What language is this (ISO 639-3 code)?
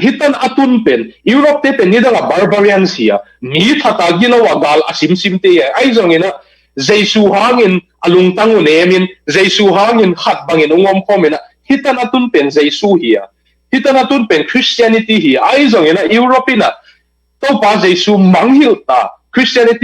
ctd